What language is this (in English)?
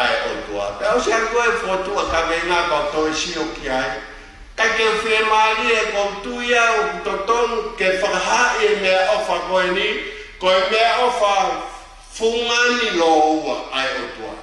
Tongan